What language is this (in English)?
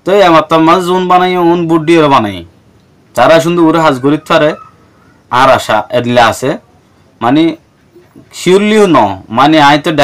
Rohingya